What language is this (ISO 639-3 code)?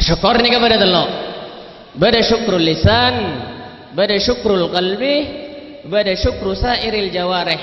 mad